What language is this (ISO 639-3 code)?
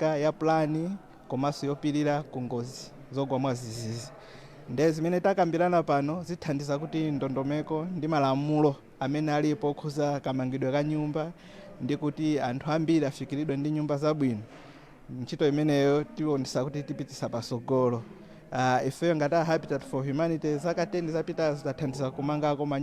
nya